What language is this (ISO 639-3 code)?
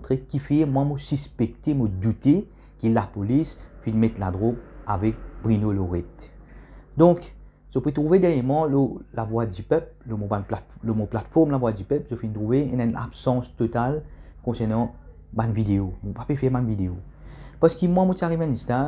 mfe